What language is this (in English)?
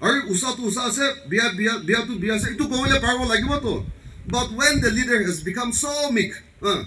Naga Pidgin